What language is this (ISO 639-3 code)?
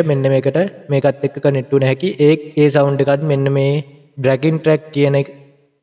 sin